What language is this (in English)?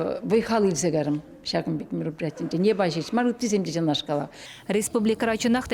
Chuvash